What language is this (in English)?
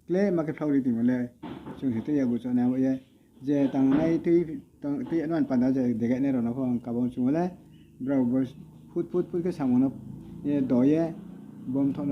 Riang (India)